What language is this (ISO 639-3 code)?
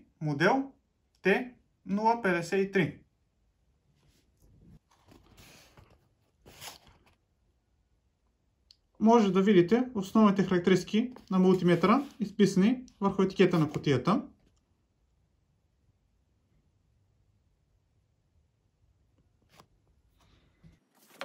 bul